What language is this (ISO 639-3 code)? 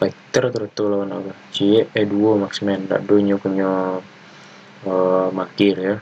min